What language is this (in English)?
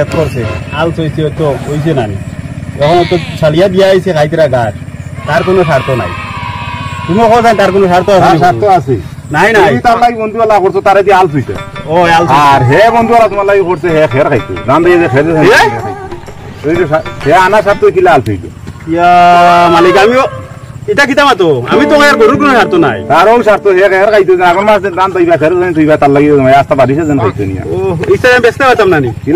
Sylheti